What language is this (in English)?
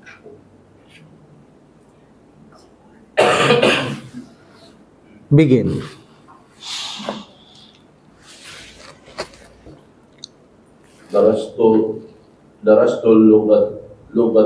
Filipino